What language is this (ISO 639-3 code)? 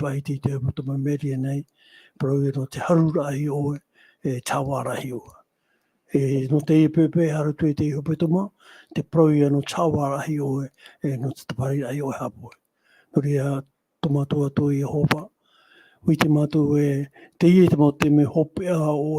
tah